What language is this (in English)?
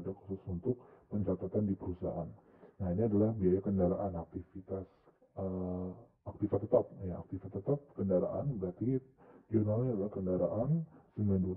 Indonesian